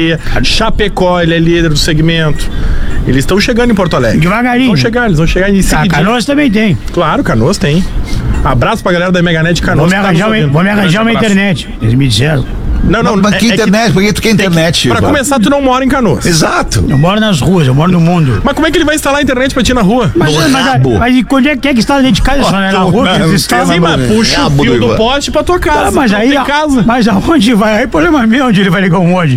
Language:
Portuguese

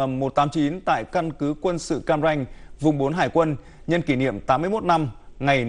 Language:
Vietnamese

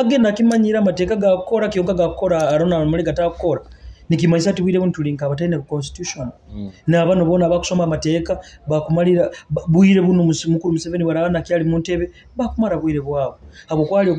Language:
Nyoro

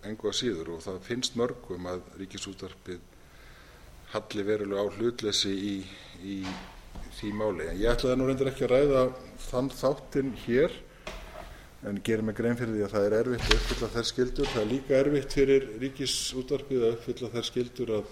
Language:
Icelandic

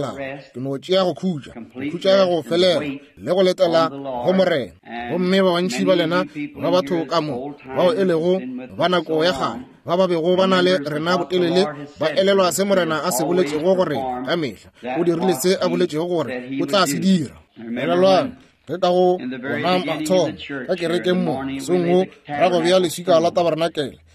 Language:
Northern Sotho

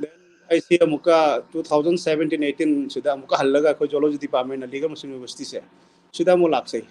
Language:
Manipuri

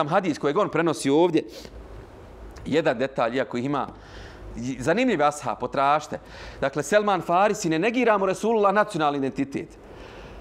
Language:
Bosnian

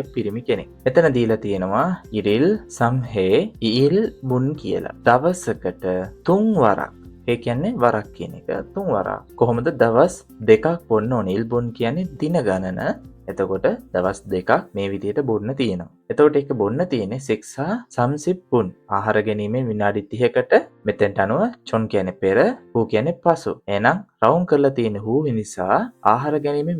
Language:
Sinhala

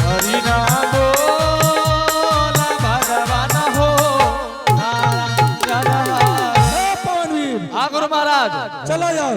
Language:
Angika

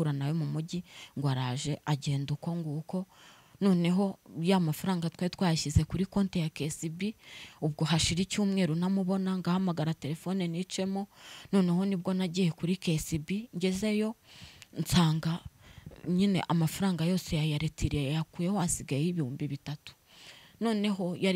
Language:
Kinyarwanda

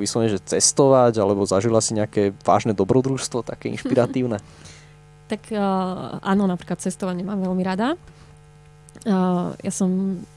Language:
Slovak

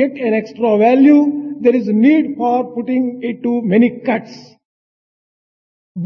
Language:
Telugu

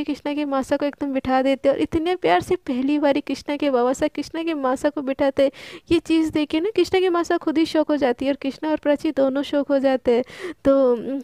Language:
Hindi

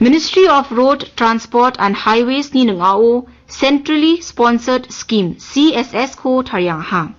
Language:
Garo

